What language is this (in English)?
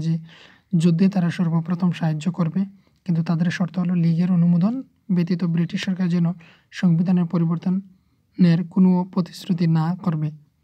Bangla